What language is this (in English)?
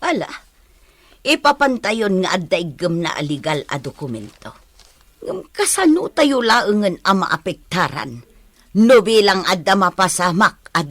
Iloko